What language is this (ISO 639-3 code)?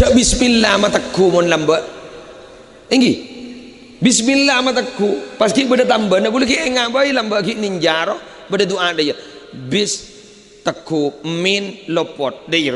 mad